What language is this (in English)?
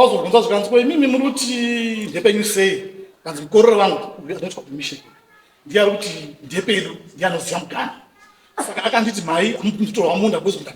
Shona